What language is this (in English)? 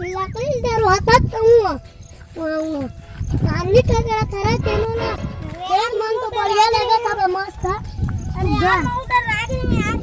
Chhattisgarhi